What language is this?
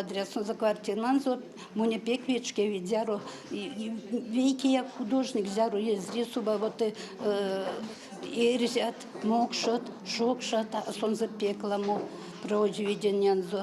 Erzya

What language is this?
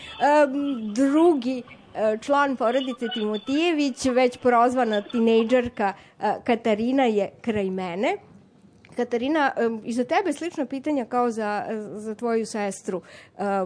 Serbian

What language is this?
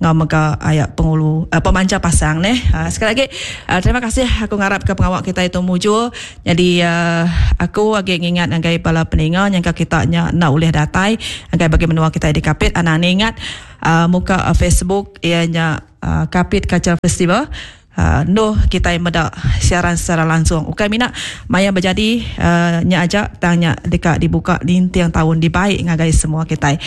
Iban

